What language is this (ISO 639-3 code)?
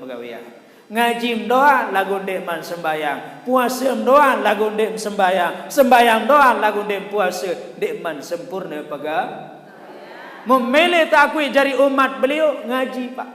sas